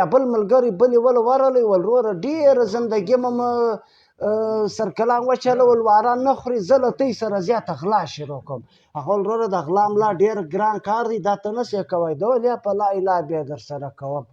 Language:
Pashto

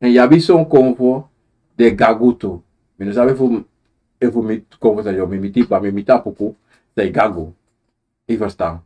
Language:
Sranan Tongo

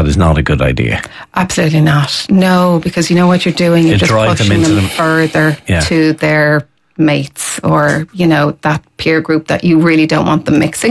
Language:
English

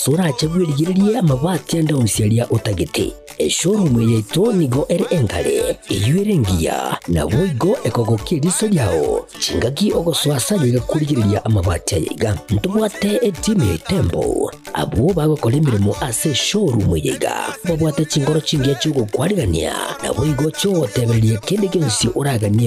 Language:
Gusii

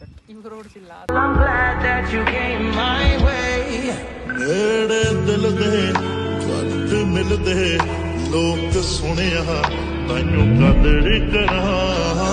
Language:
Chhattisgarhi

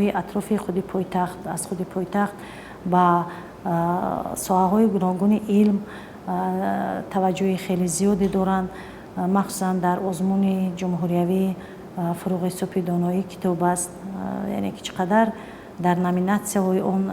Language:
Tajik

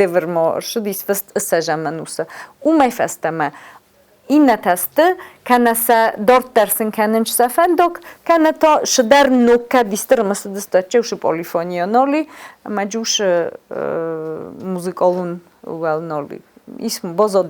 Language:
Ossetic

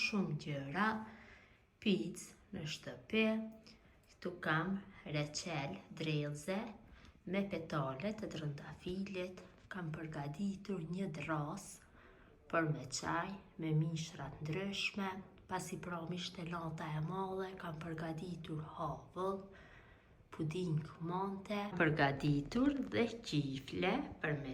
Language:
Albanian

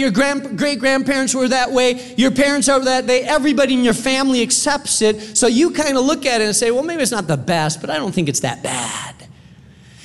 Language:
English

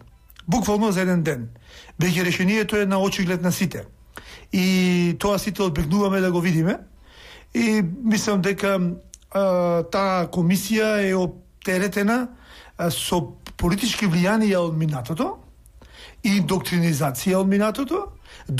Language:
Macedonian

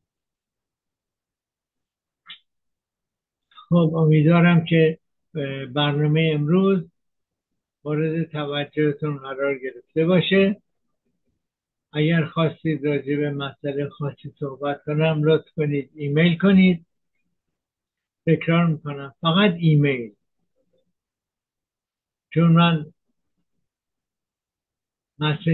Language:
Persian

